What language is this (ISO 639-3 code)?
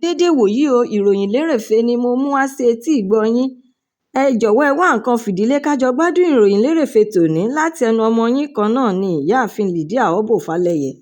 yor